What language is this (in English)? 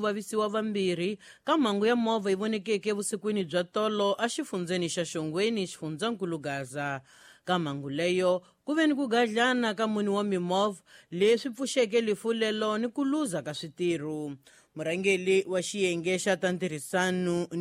Tsonga